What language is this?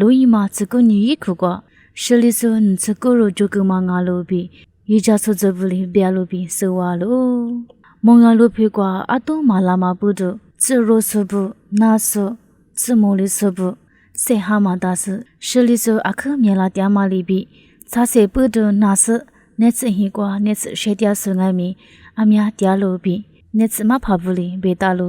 Lisu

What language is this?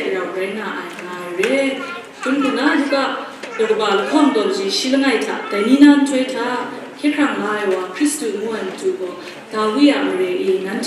Kachin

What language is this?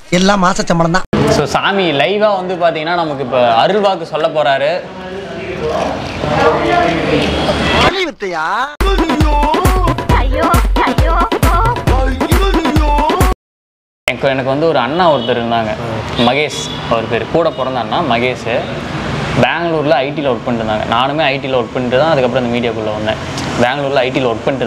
Tamil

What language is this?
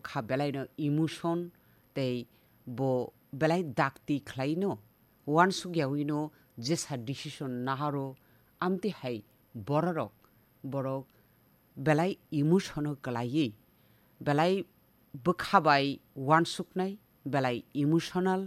Kok Borok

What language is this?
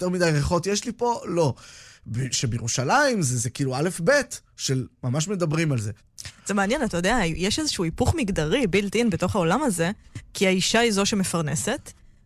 Hebrew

